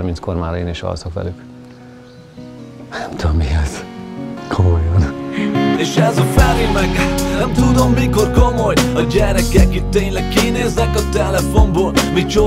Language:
Hungarian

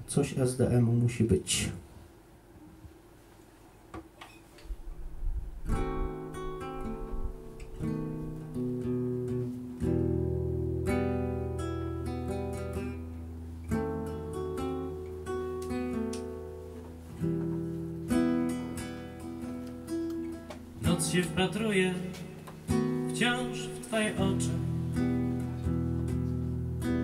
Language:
Polish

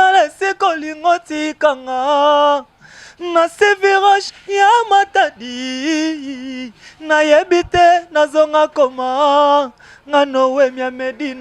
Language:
Lingala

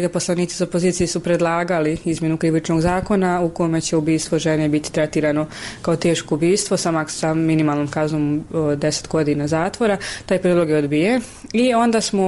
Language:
Bosnian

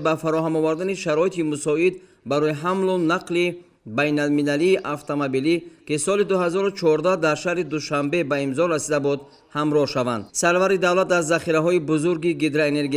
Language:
Tajik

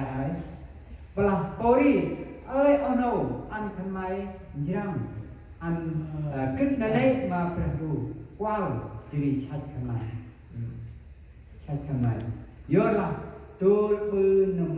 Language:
Central Mnong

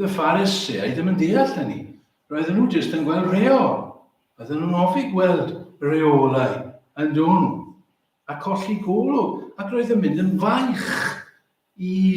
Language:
Welsh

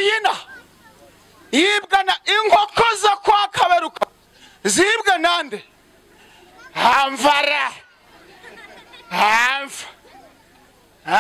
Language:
Kinyarwanda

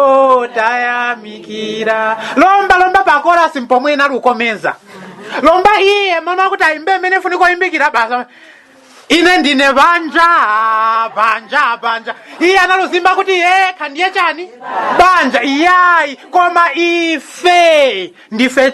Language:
Nyanja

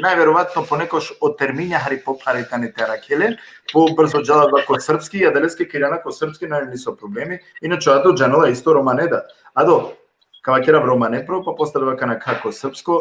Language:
Balkan Romani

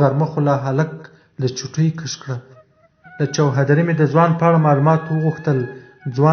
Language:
Pashto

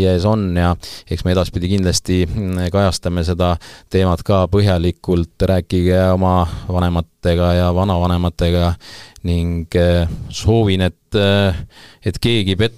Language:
Estonian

